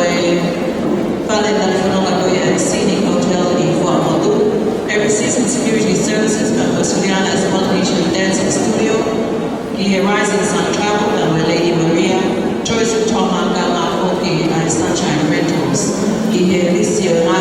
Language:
Tongan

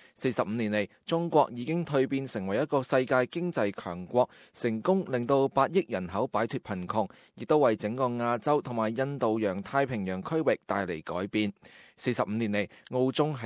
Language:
Cantonese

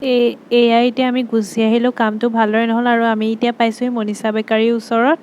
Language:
Assamese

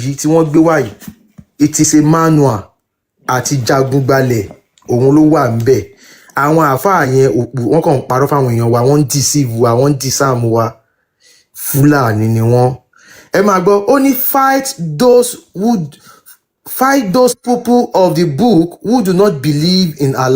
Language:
Yoruba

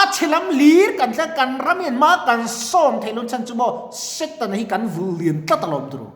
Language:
Mizo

